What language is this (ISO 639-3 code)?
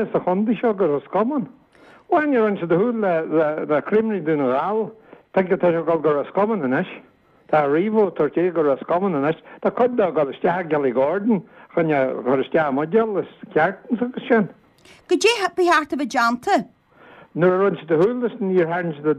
gle